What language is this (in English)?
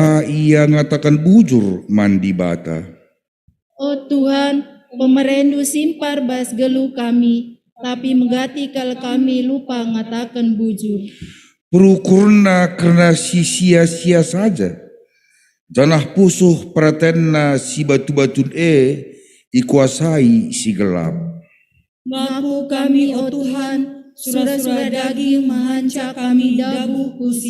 Batak Karo